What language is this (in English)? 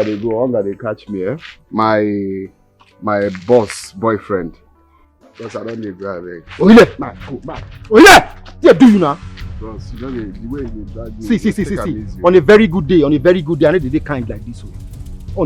Nigerian Pidgin